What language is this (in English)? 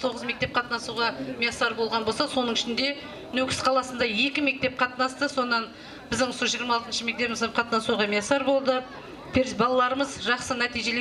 Kara-Kalpak